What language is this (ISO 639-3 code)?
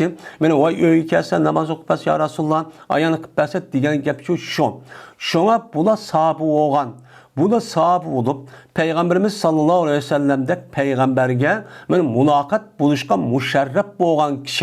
uig